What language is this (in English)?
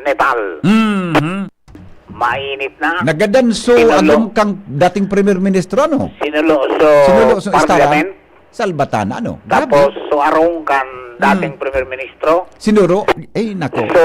Bikol